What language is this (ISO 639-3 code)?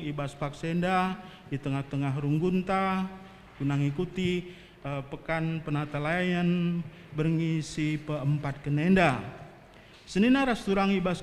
btx